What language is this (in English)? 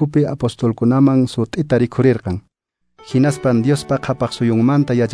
Quechua